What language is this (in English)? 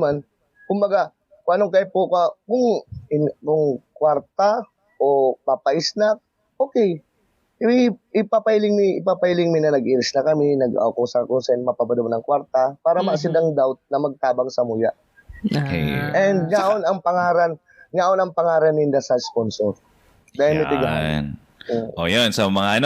Bikol